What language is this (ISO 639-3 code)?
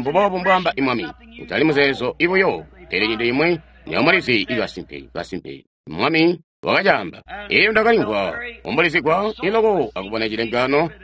toi